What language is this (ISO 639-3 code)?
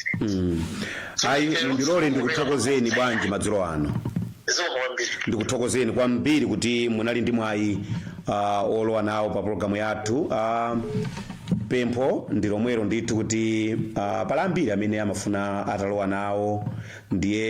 nya